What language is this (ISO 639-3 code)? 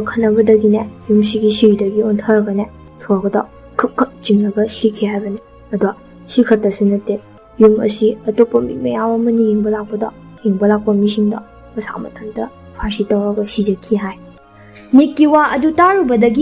mni